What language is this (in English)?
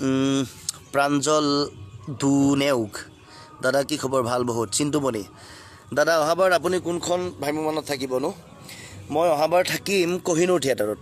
Assamese